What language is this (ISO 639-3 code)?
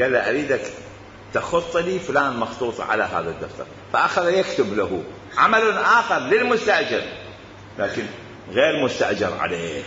acm